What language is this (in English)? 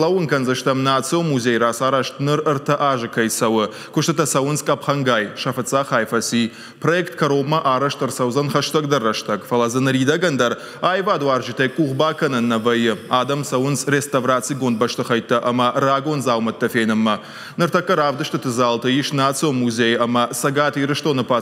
Ossetic